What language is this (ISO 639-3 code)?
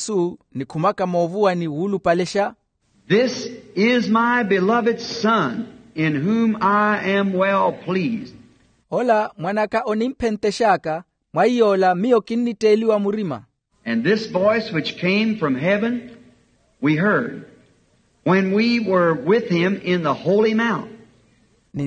vmw